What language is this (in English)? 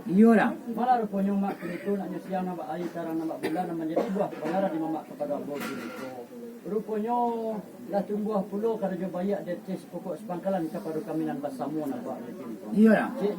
Minangkabau